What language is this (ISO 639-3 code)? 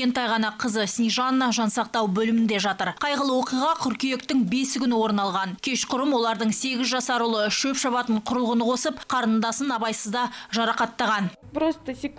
kaz